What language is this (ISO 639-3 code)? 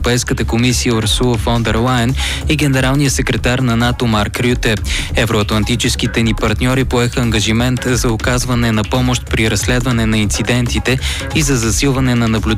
bul